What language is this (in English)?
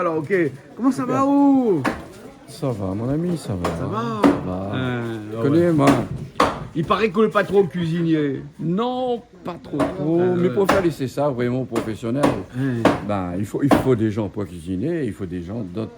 Réunion Creole French